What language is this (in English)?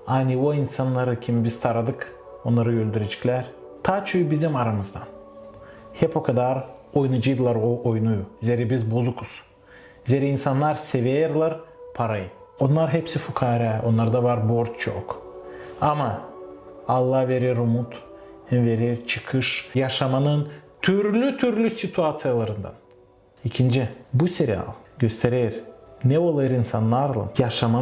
Gagauz